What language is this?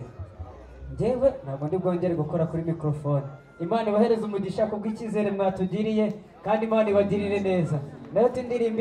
Kinyarwanda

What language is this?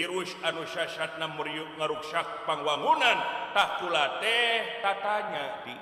Sundanese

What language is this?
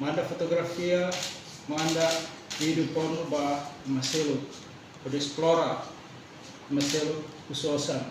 Tetum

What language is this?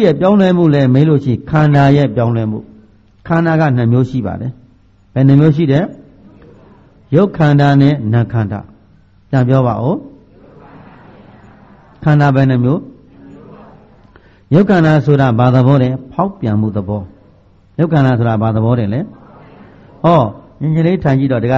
Burmese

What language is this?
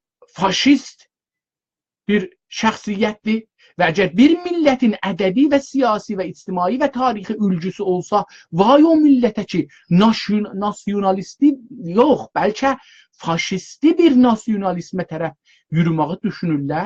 South Azerbaijani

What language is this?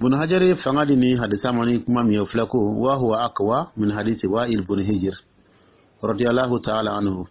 Dyula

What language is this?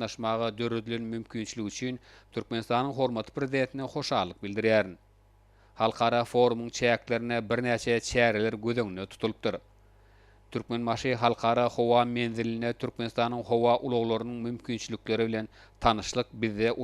Turkmen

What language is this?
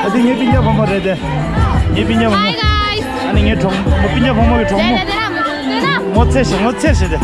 Tibetan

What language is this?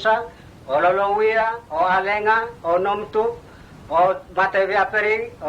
Mota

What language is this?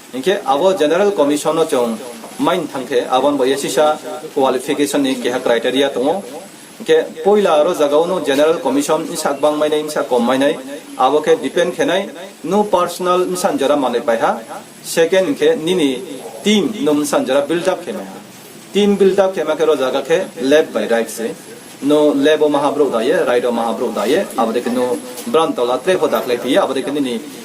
Riang (India)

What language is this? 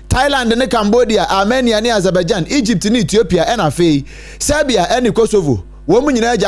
Akan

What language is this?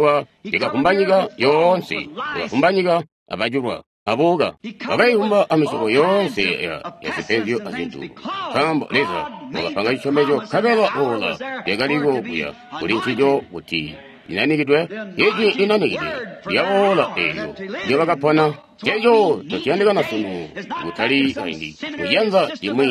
Tonga (Zambia)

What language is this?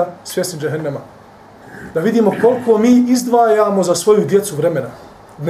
Bosnian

